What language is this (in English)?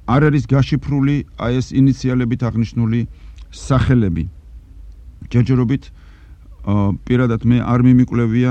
Georgian